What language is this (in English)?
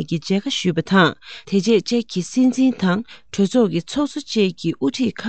Tibetan